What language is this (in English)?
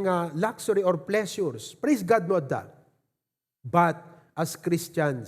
Iloko